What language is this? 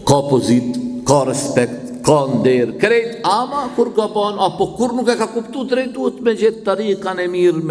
Albanian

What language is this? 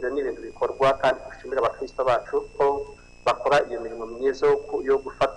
Kinyarwanda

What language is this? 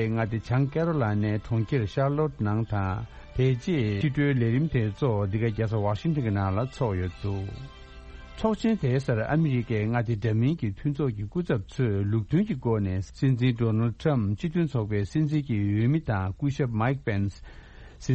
Tibetan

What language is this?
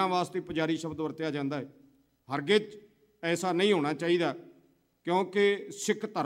Punjabi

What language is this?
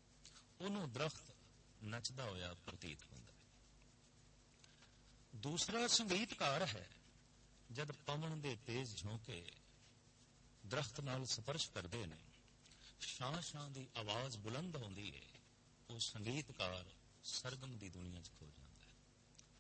Punjabi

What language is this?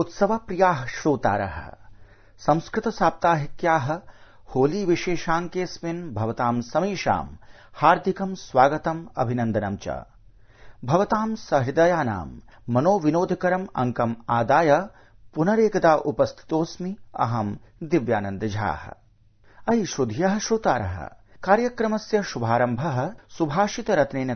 Sanskrit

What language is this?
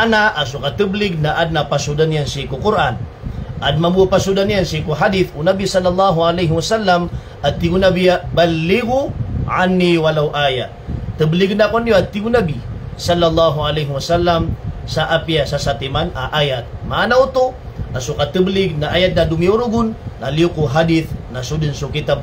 Maranao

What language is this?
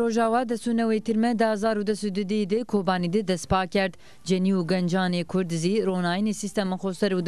Zaza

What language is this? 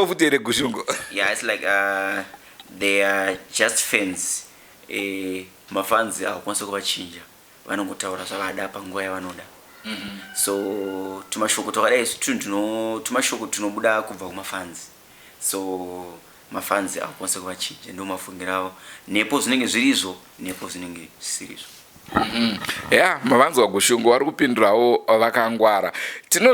Shona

